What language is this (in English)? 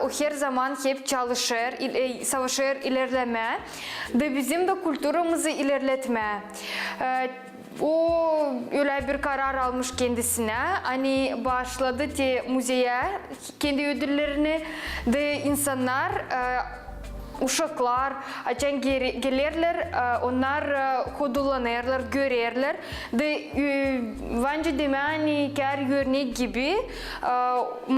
Gagauz